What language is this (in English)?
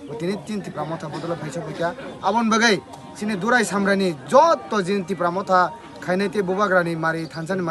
Kok Borok